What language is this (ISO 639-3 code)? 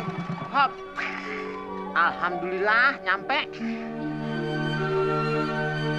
ind